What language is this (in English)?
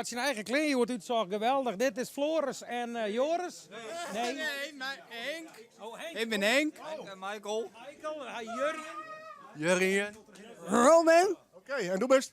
Western Frisian